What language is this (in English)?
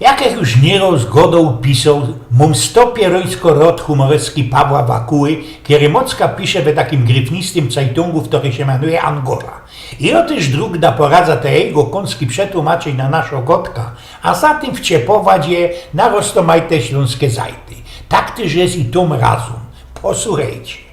Silesian